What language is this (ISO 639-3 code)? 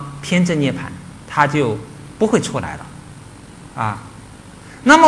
zho